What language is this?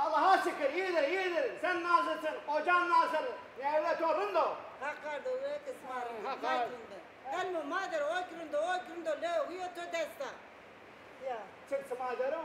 Zaza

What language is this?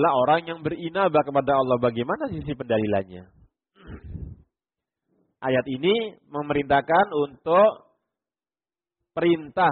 Indonesian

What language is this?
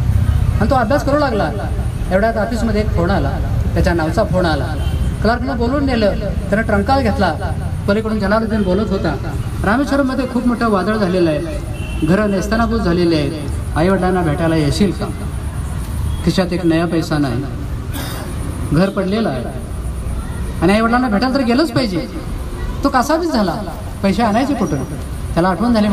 Marathi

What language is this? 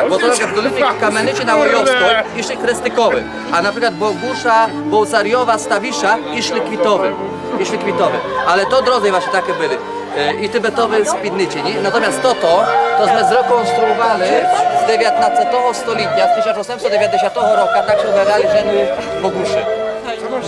Rusyn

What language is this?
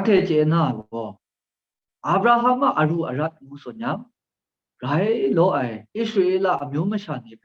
Kachin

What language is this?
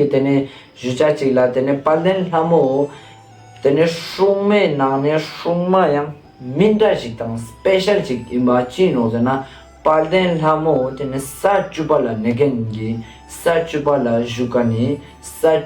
Ladakhi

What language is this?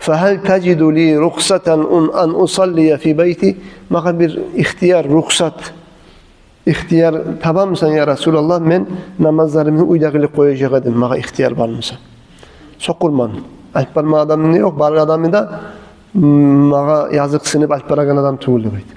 Kumyk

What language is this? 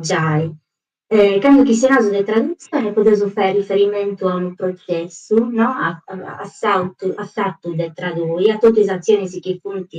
Sardinian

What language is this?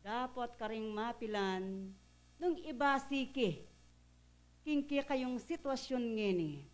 Pampanga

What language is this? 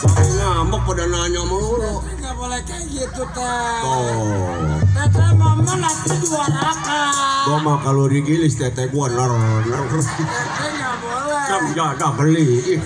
Betawi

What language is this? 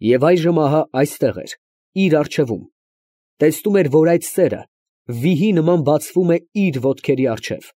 Armenian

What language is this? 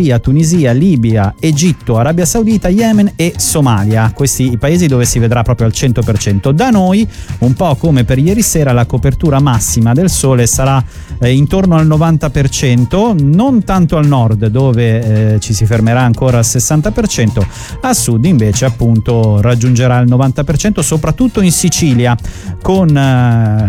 Italian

